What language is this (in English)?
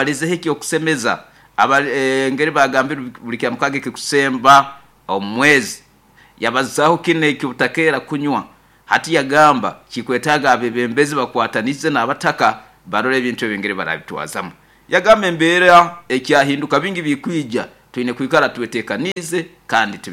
Nyoro